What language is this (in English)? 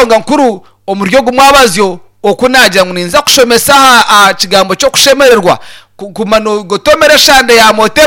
Nyankole